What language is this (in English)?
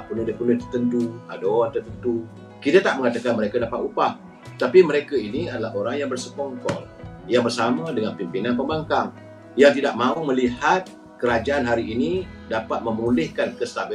Malay